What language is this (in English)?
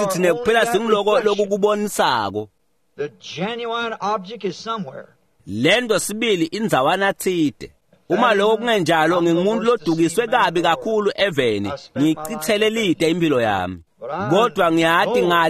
Swati